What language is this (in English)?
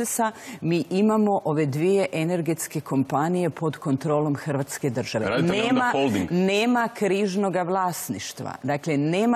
Croatian